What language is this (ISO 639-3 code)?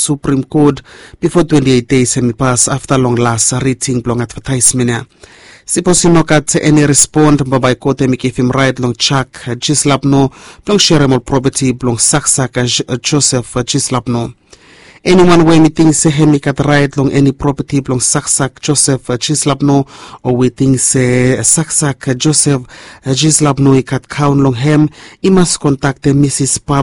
bis